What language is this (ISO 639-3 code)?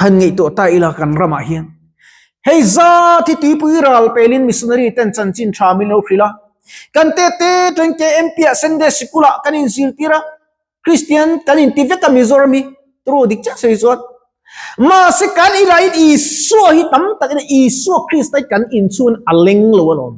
lus